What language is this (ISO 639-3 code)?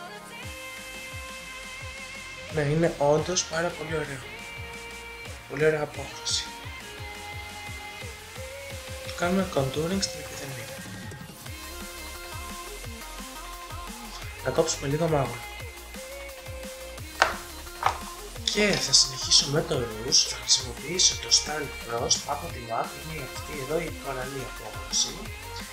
ell